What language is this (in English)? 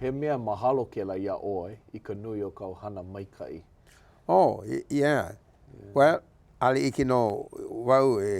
Hawaiian